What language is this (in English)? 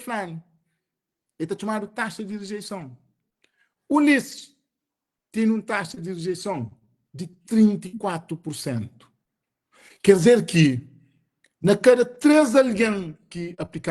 Kabuverdianu